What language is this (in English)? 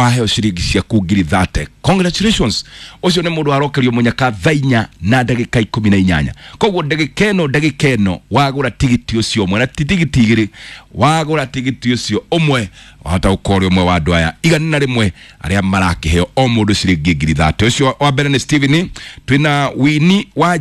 Kikuyu